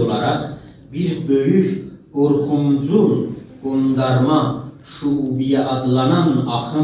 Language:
South Azerbaijani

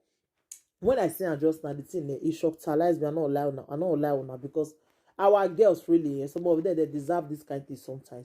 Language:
Nigerian Pidgin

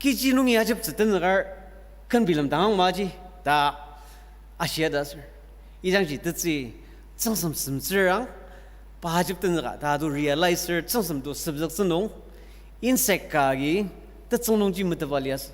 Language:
Ao Naga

